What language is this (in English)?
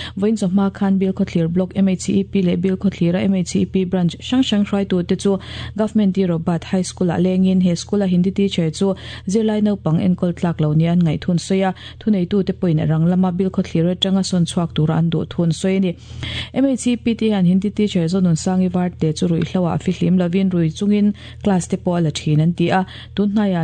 Mizo